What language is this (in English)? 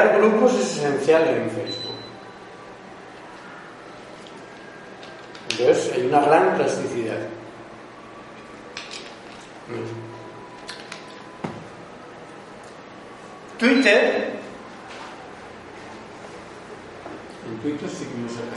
Spanish